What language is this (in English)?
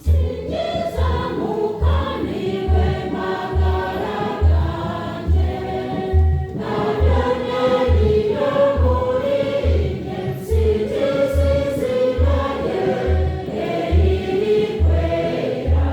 Nyankole